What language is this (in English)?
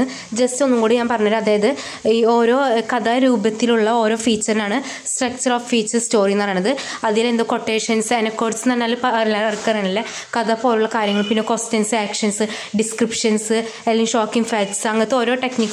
Malayalam